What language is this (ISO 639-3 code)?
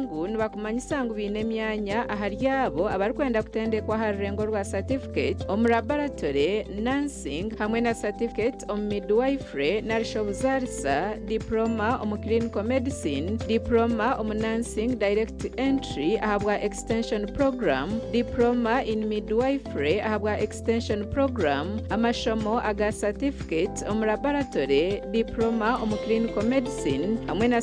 nyn